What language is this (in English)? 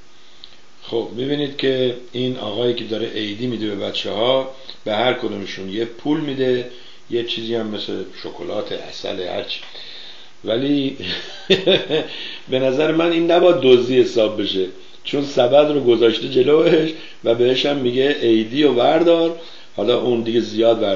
Persian